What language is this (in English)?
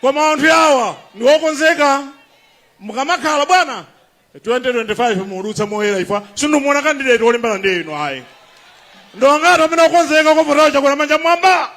Nyanja